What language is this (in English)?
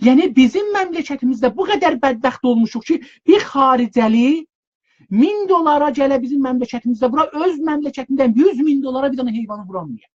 South Azerbaijani